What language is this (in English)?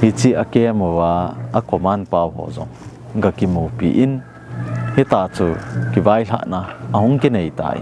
Thado Chin